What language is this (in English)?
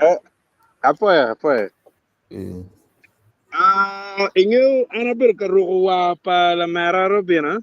Acoli